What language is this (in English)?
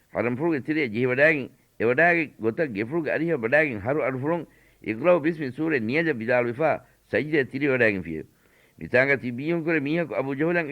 Divehi